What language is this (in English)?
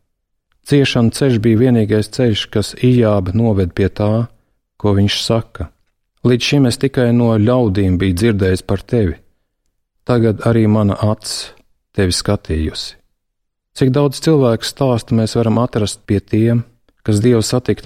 Latvian